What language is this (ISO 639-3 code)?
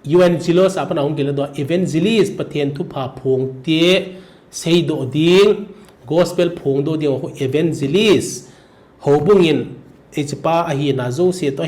tcz